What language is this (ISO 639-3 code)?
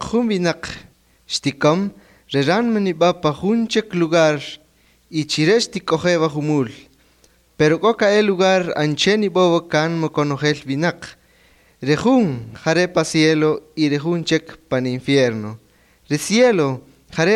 cak